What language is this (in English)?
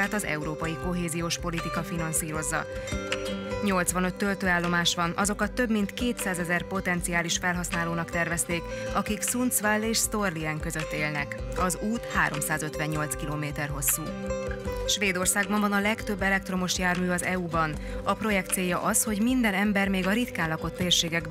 Hungarian